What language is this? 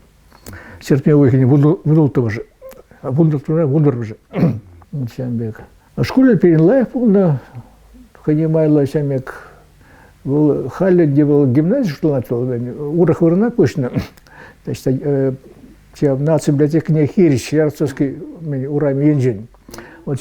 Chuvash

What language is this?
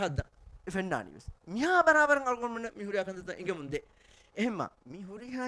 Divehi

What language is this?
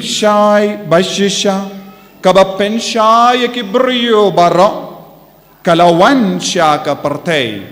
Khasi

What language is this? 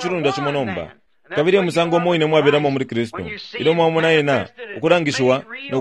Bemba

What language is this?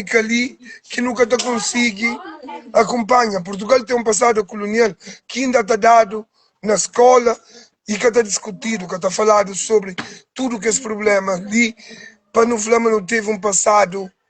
Kabuverdianu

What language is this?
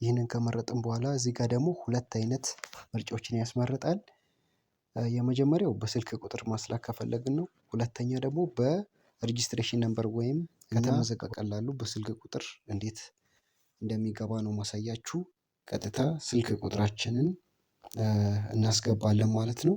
Amharic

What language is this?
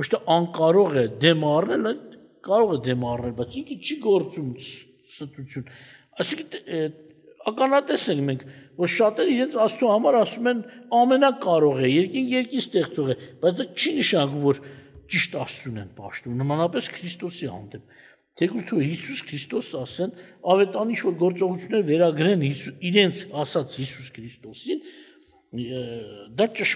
Armenian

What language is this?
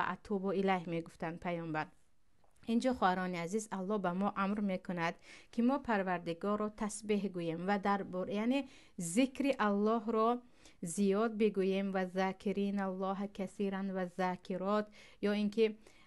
Tajik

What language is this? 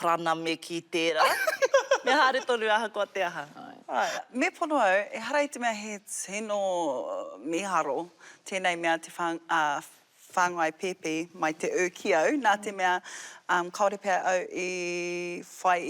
Māori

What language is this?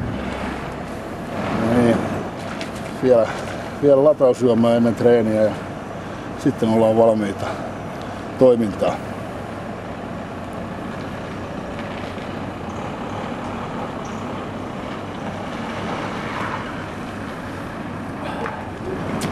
Finnish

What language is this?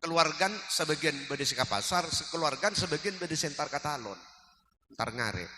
Madurese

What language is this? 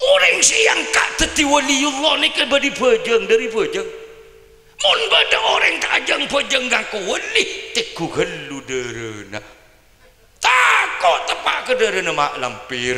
Madurese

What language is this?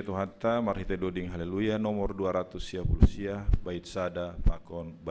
Batak Simalungun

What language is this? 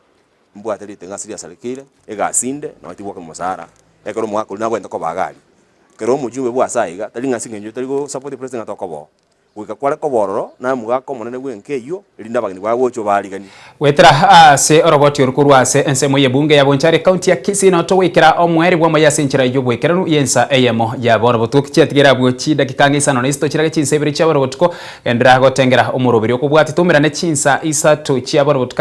Gusii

